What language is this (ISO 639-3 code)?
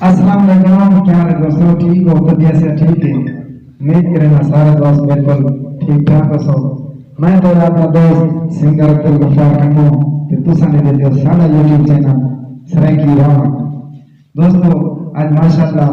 skr